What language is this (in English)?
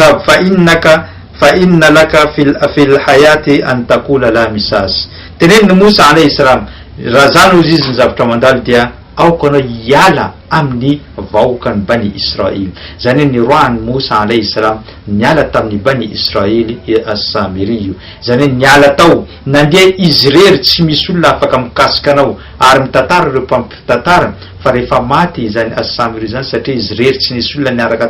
Malagasy